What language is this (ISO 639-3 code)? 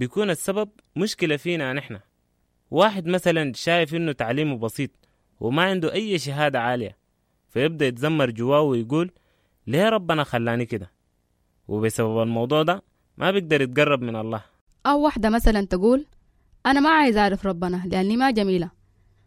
apd